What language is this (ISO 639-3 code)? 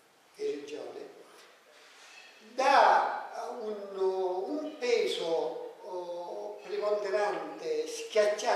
ita